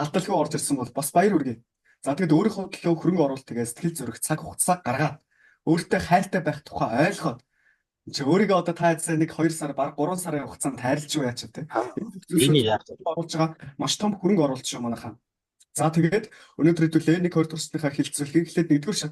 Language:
Mongolian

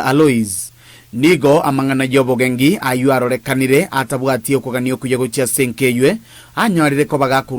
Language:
Gusii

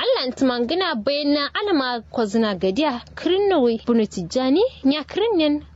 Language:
Kanuri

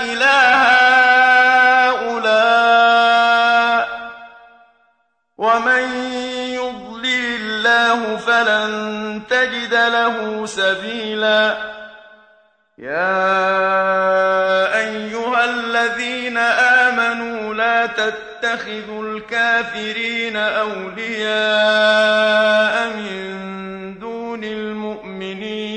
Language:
Arabic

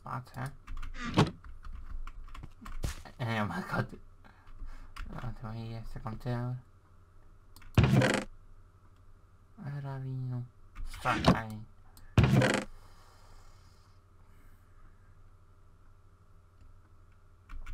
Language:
Danish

